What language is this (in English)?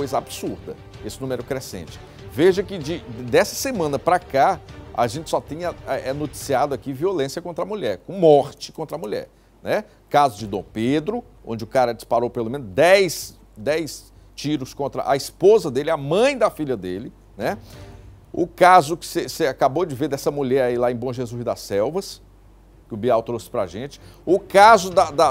Portuguese